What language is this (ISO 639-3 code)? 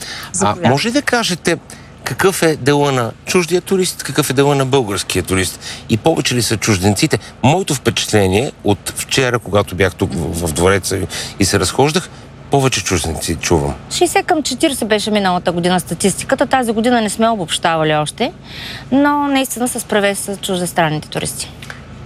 bul